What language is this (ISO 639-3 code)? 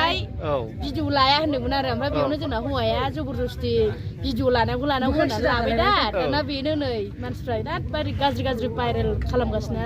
brx